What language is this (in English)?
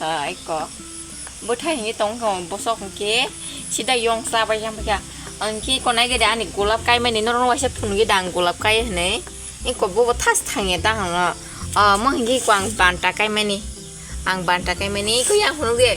Kok Borok